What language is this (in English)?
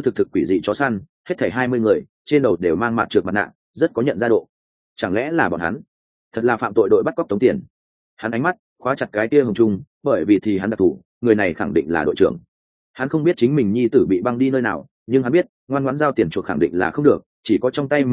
Vietnamese